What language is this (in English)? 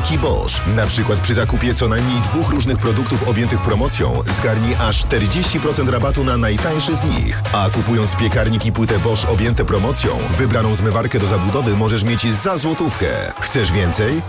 Polish